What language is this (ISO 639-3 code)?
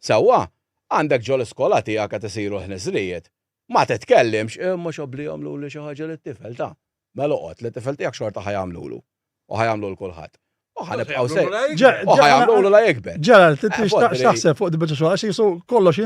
mlt